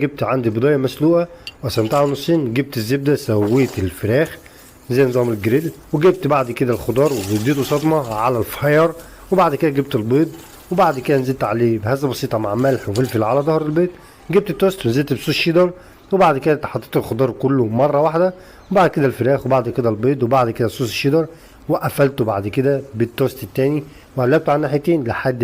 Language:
Egyptian Arabic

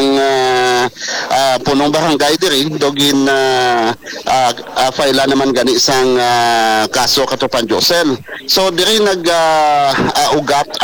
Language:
Hiligaynon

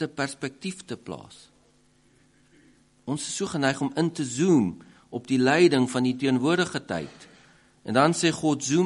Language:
Afrikaans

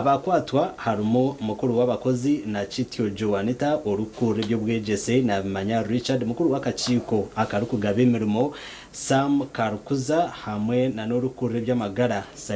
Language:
Nyankole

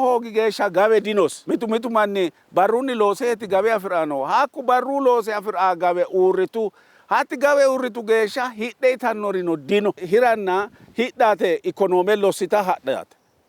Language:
Sidamo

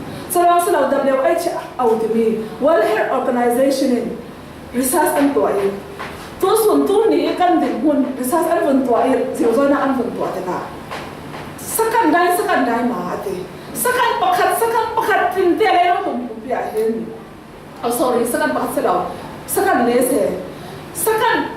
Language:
Falam Chin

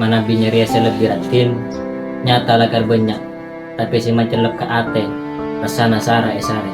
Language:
Madurese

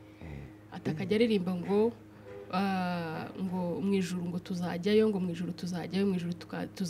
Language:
Kinyarwanda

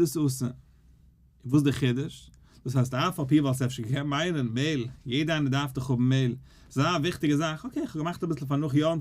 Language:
Yiddish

